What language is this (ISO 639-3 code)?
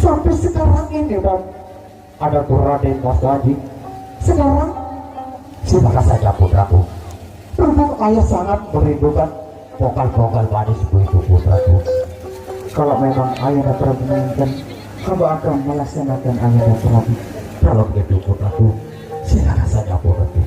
sas